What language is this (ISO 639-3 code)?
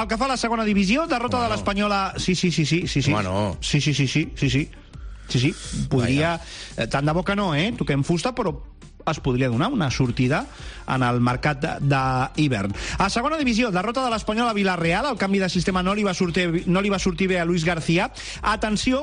cat